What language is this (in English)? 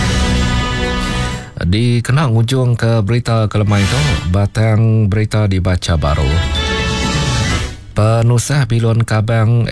Iban